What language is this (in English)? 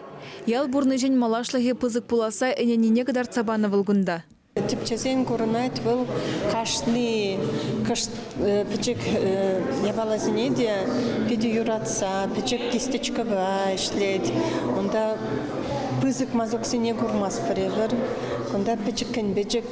Chuvash